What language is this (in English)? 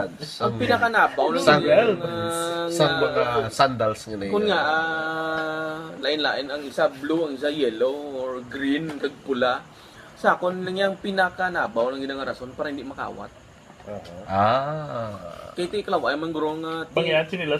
Hiligaynon